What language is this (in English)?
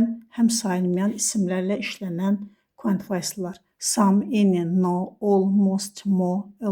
Azerbaijani